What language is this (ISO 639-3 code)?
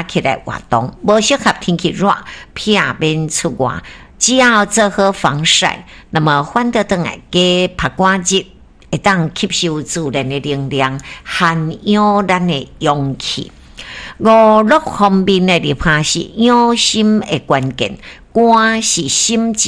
nan